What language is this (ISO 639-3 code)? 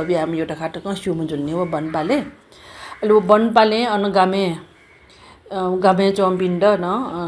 new